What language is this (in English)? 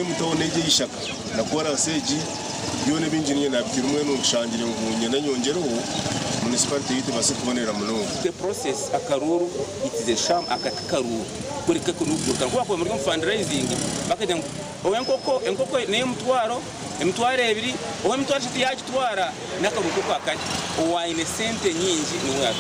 Nyankole